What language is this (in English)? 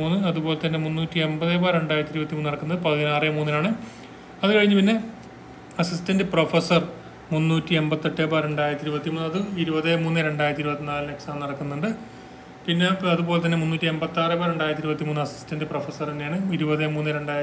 Malayalam